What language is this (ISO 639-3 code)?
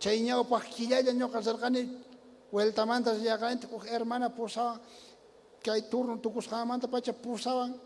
quh